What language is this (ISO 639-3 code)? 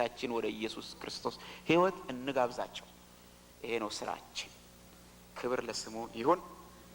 amh